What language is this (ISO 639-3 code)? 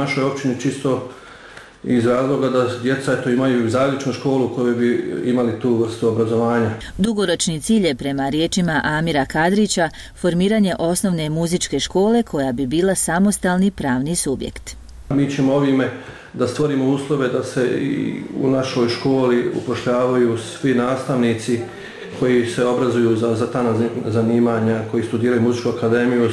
bos